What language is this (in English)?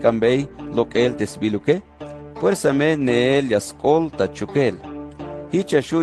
Tzeltal